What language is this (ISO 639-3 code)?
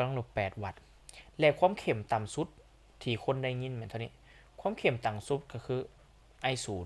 lao